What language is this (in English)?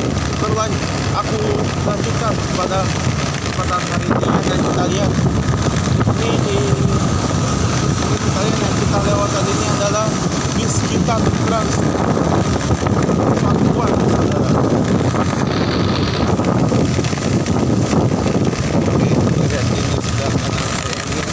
Indonesian